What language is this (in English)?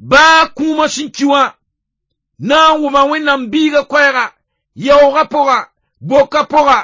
Mossi